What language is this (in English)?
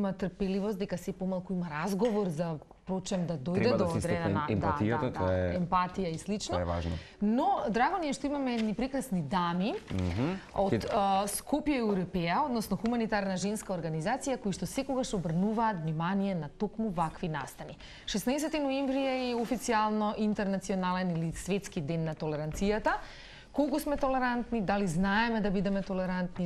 Macedonian